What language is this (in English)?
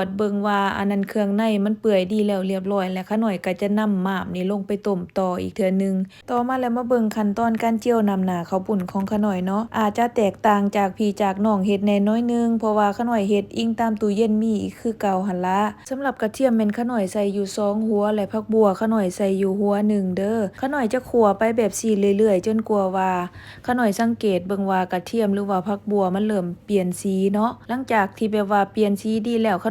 Lao